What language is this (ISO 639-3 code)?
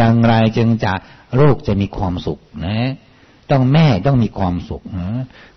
tha